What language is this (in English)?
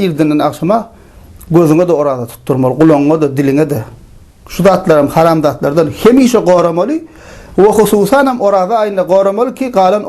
Turkmen